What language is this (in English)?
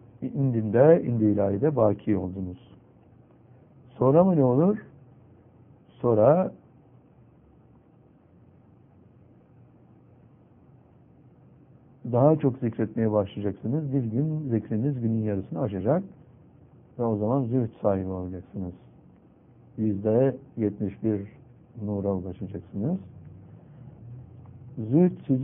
Turkish